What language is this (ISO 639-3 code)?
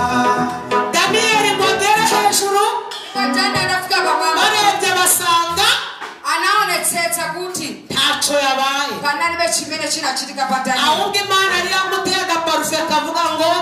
kin